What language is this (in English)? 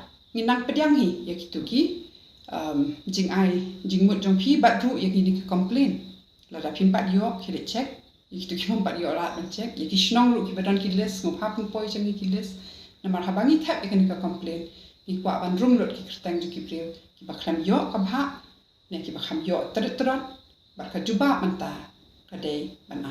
Khasi